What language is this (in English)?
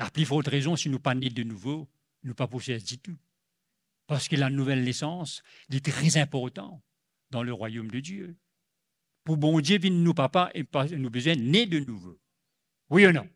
Morisyen